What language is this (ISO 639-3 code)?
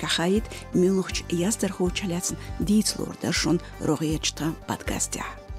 che